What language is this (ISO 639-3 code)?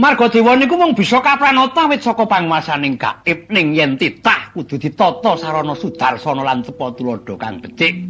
jav